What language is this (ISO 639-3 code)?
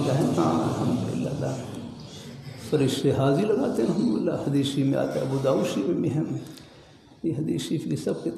urd